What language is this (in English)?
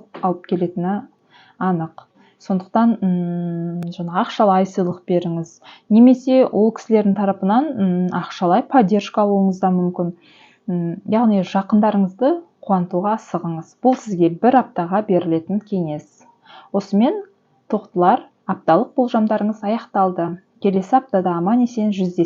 Kazakh